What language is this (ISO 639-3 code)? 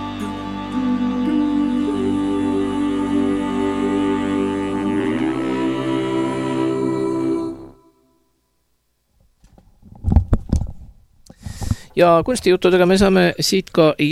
est